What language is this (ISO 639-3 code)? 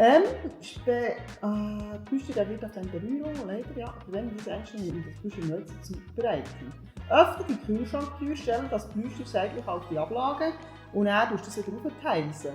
gsw